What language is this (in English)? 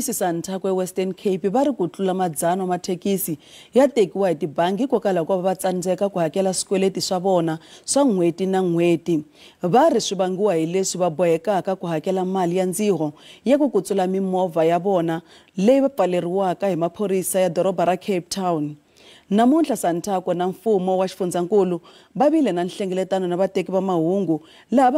Tsonga